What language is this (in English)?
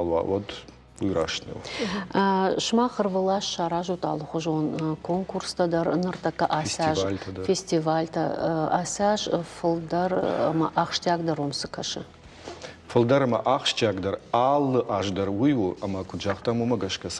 Ossetic